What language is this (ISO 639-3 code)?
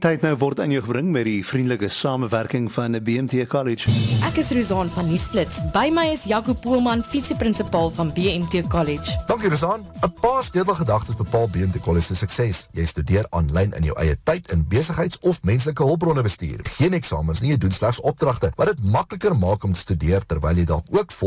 afr